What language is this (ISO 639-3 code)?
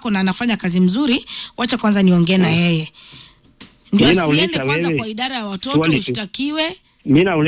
swa